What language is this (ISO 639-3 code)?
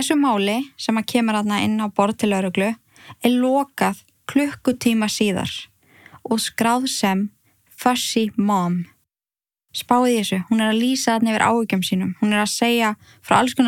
isl